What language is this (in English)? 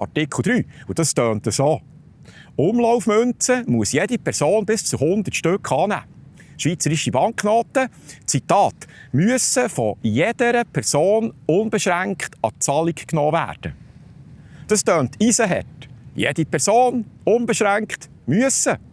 Swiss German